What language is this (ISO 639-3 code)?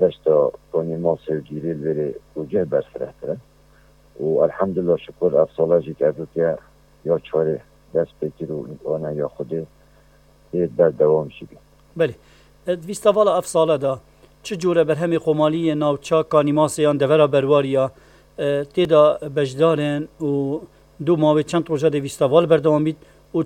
kur